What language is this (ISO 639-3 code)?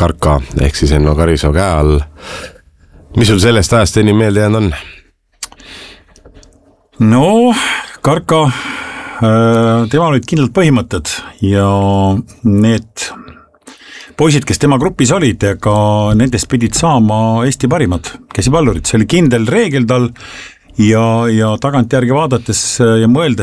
est